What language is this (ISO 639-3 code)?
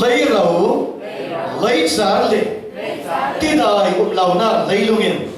cfm